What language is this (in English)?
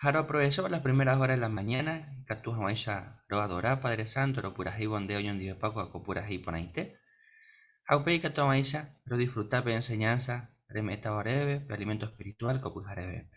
Guarani